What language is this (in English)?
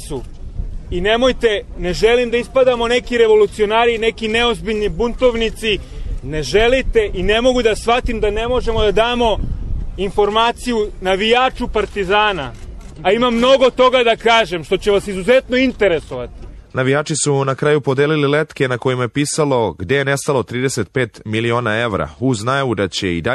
Serbian